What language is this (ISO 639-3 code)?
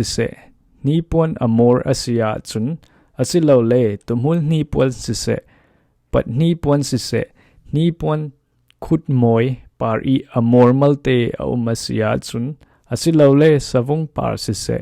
cfm